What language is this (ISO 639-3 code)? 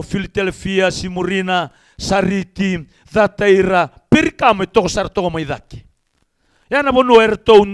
fij